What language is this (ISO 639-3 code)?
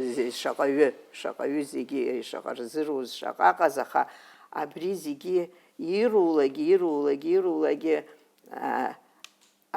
abk